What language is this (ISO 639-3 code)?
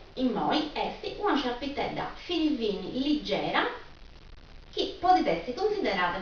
srd